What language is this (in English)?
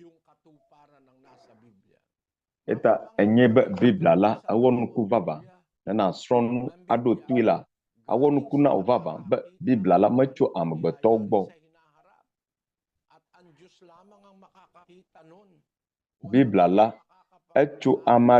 Ewe